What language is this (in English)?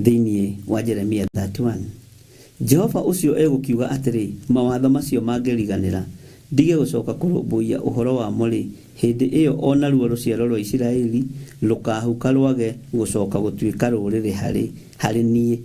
Kikuyu